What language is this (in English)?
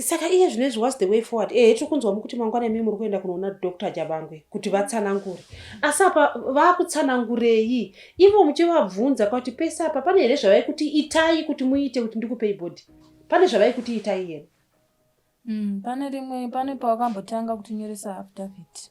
Shona